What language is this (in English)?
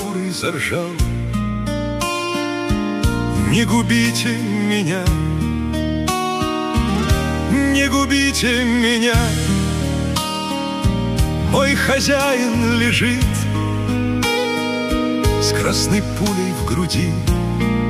Russian